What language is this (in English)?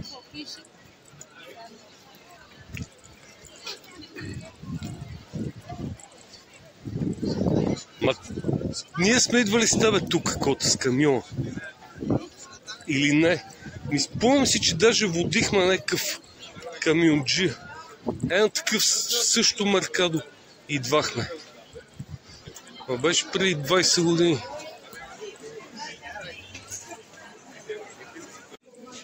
Bulgarian